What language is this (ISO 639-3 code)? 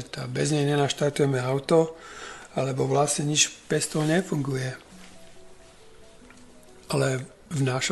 slk